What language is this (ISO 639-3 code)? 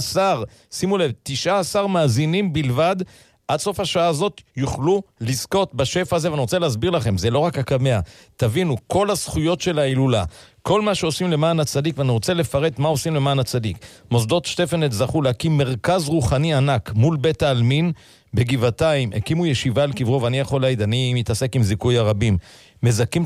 heb